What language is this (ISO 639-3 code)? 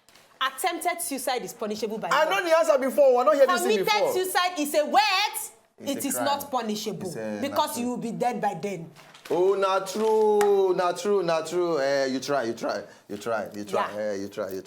pcm